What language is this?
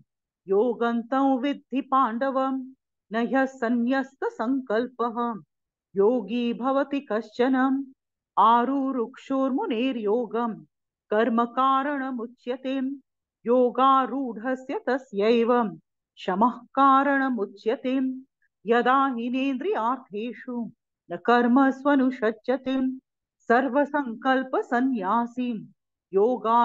Sanskrit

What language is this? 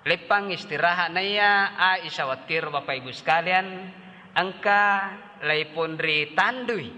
Buginese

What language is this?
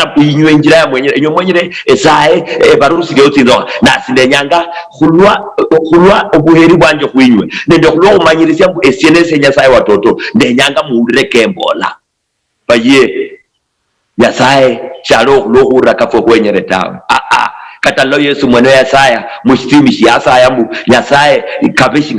Luyia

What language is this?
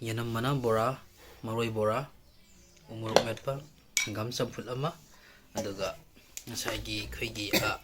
Manipuri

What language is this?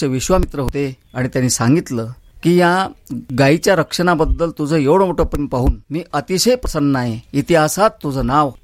Marathi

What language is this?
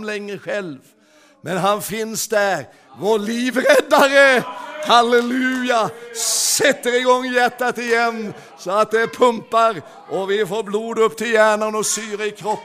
Swedish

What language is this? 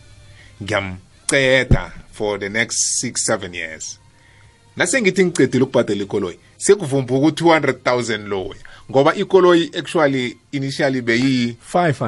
South Ndebele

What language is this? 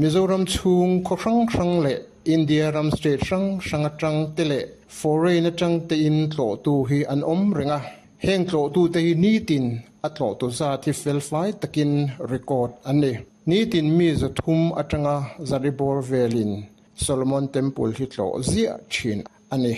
Mizo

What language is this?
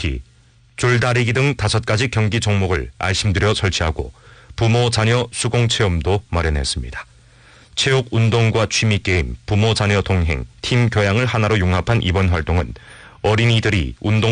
Korean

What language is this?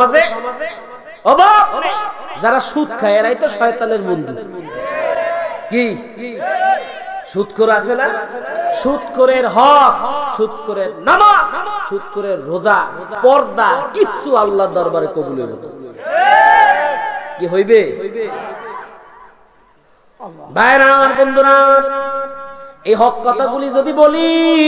Bangla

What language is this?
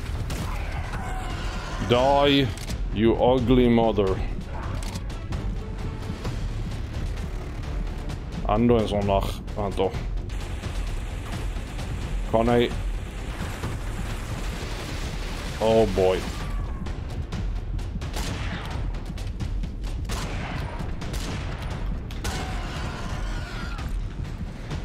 Norwegian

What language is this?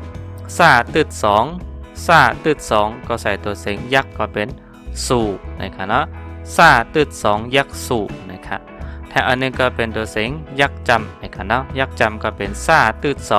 Shan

